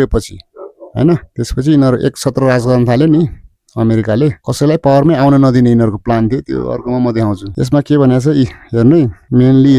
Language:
Nepali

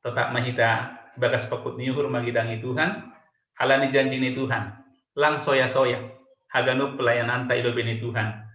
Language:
Batak Simalungun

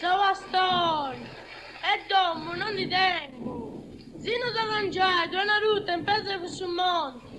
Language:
Sardinian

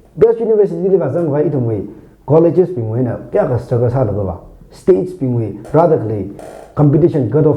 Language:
Tangkhul Naga (India)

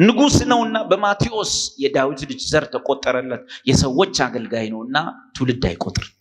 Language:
Amharic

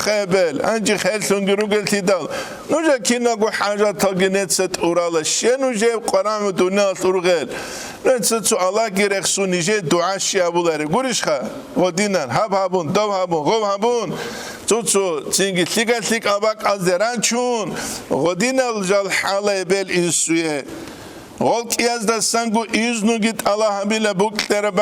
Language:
Avaric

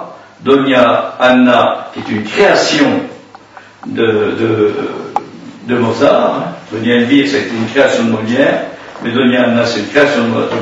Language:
French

